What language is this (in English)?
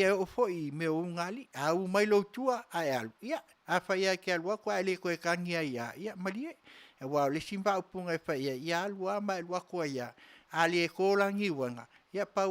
Samoan